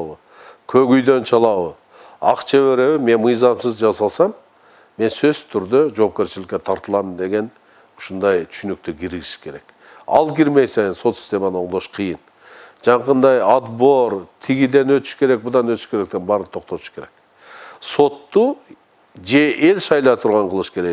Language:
Kyrgyz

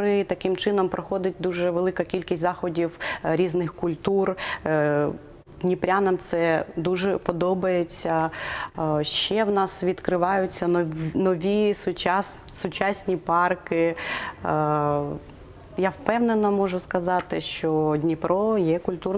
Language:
Ukrainian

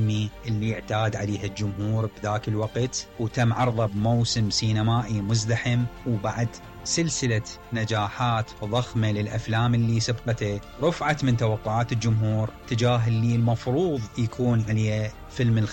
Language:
Mesopotamian Arabic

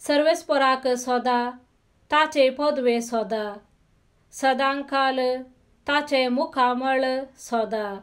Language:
Konkani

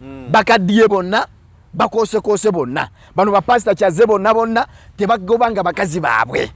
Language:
Ganda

